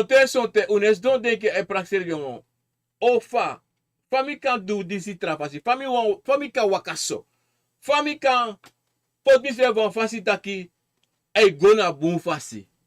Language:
Sranan Tongo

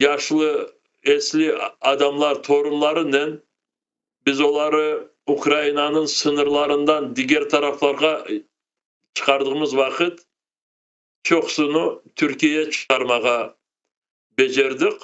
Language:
Crimean Tatar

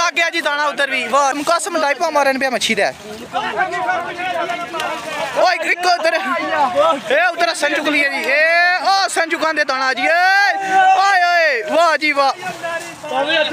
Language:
Punjabi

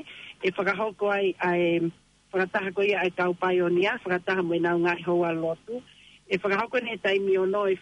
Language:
Tongan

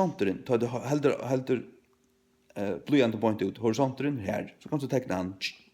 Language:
Faroese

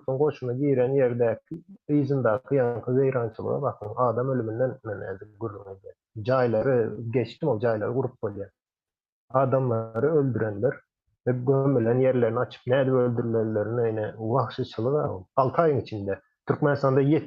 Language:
Turkmen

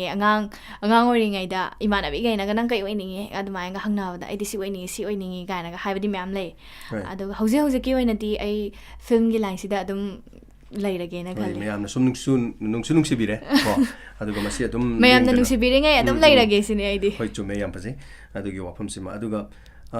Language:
Manipuri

